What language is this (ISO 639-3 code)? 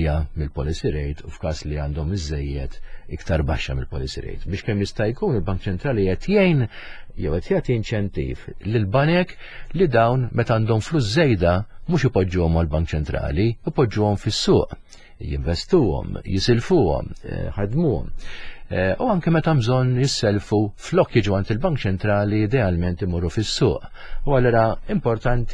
mlt